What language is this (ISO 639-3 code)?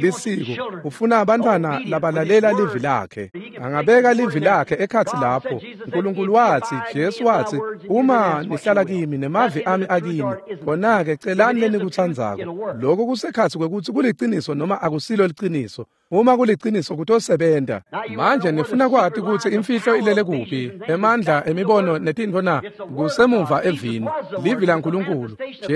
ssw